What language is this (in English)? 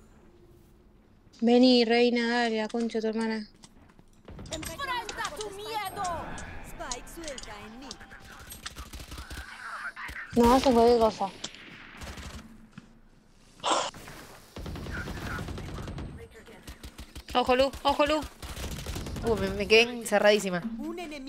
Spanish